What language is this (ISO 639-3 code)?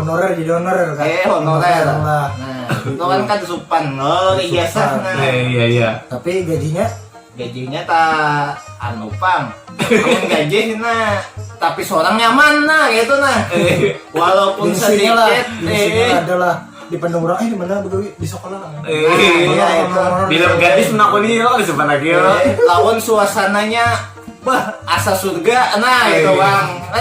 bjn